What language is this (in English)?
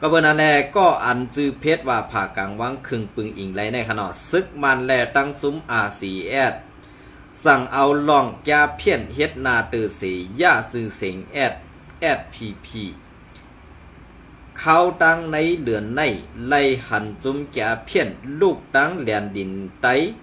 Shan